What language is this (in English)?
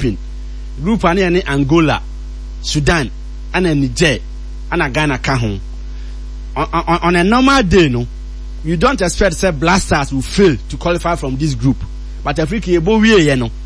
Akan